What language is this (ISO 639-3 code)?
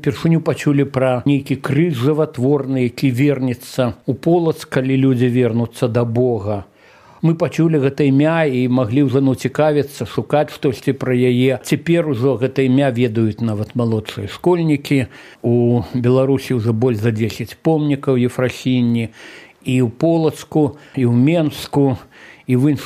bel